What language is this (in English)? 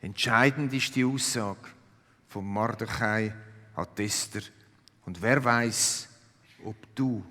Swiss German